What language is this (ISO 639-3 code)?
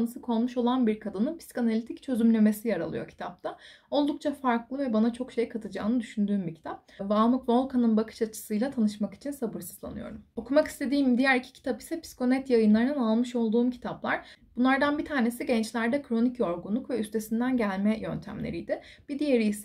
tur